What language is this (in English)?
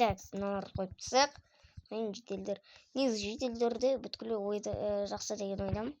Kazakh